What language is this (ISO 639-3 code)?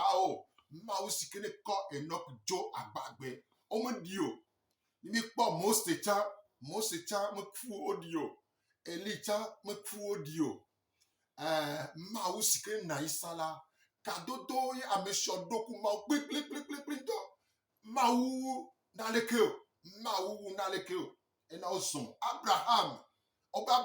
gej